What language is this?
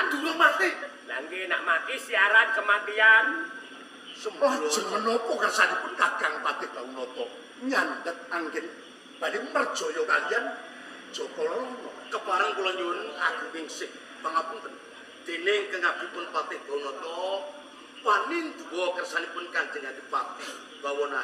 Javanese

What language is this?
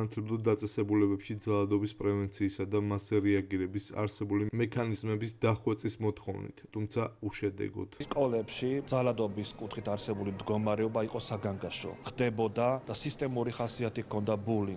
Georgian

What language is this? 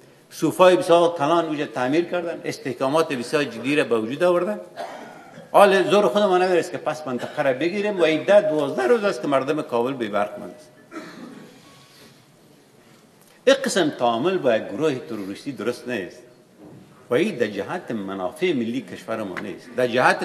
Persian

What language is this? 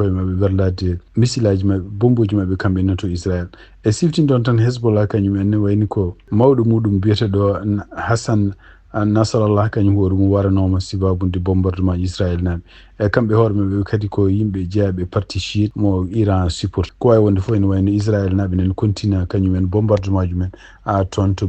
Fula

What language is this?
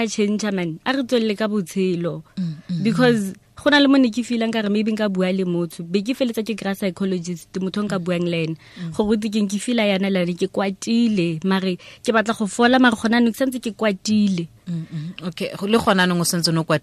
Tswana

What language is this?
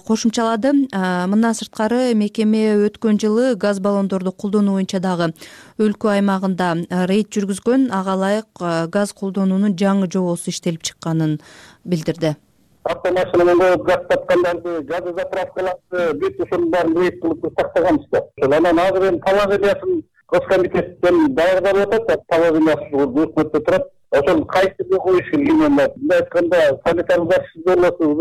Kyrgyz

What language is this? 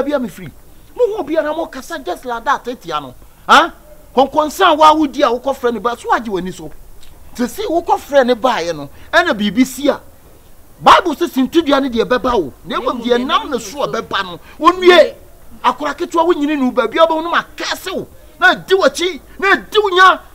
Akan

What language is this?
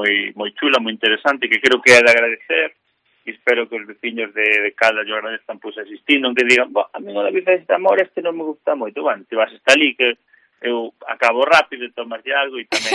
Galician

